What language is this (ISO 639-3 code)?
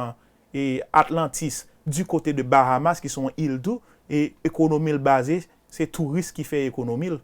hat